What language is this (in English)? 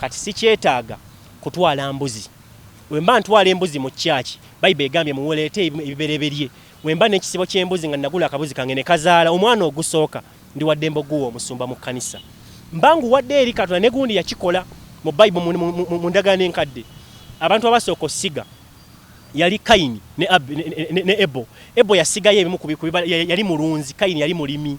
Ganda